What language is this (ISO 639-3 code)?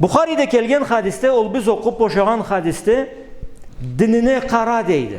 krc